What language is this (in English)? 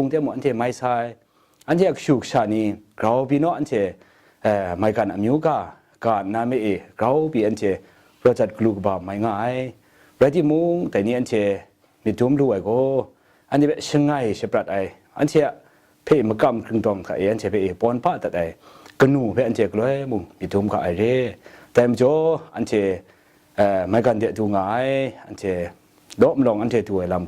Kachin